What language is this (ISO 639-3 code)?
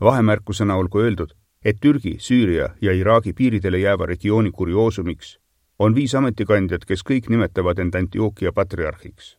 est